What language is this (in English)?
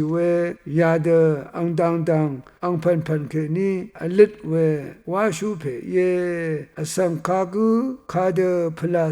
Rawang